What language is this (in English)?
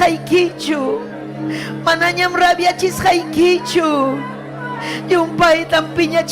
Ayacucho Quechua